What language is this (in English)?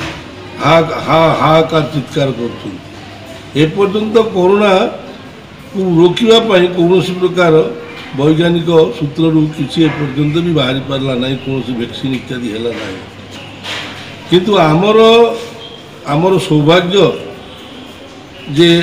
Odia